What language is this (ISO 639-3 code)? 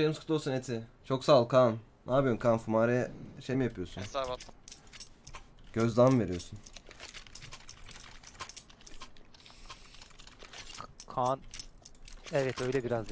tur